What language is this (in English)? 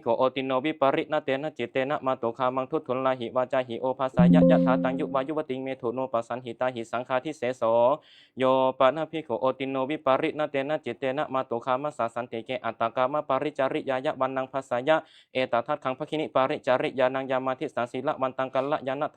Pali